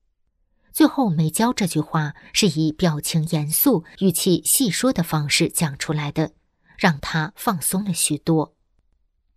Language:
Chinese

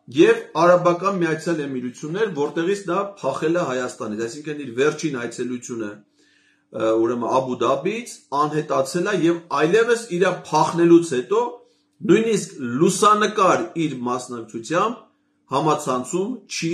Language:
Armenian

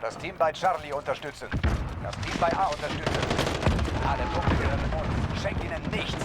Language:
Bavarian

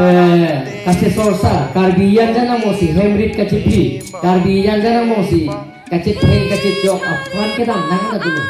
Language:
Karbi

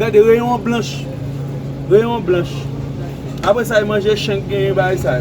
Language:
Haitian Creole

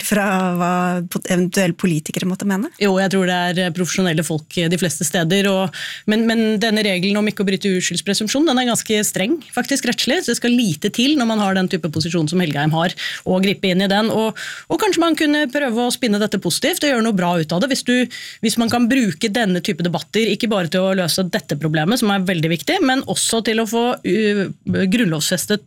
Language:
Norwegian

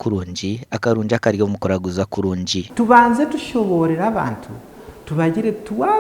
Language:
Nyankole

